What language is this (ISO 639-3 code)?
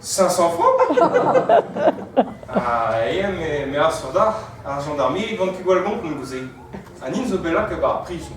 bre